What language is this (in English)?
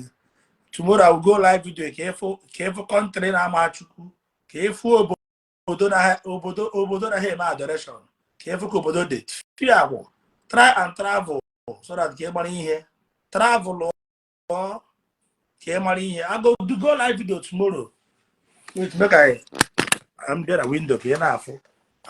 Igbo